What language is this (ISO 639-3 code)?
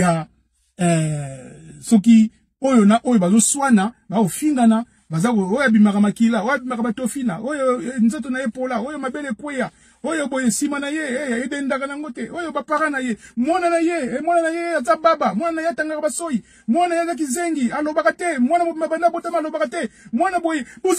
lin